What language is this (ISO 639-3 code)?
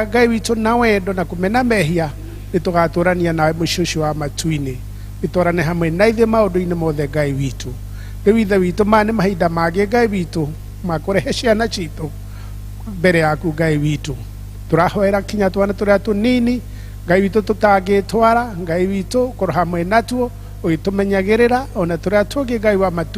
kik